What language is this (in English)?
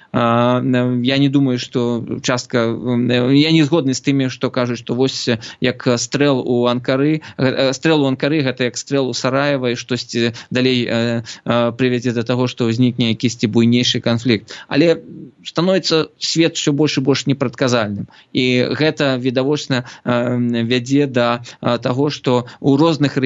Belarusian